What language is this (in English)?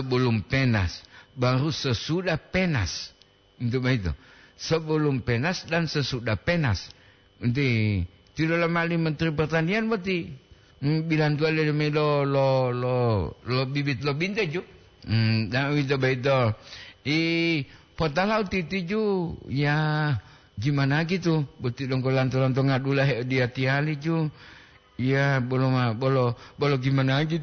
Gorontalo